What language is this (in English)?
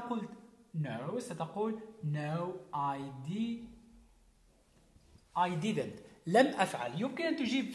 Arabic